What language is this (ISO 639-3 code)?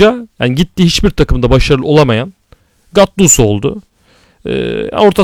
tur